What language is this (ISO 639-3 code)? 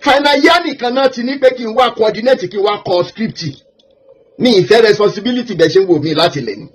yor